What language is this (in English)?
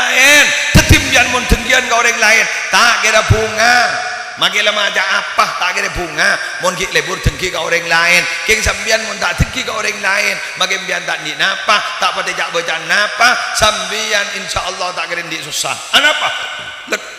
Madurese